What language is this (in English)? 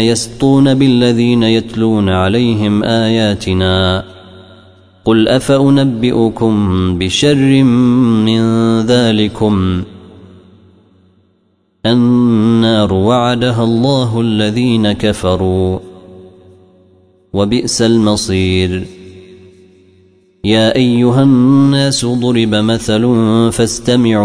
Arabic